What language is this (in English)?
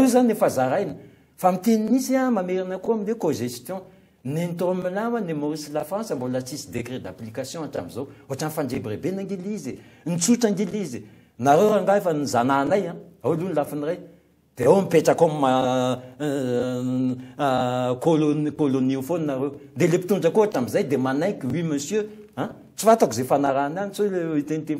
Malagasy